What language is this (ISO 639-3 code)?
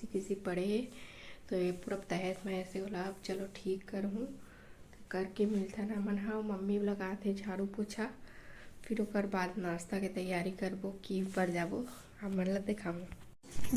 hne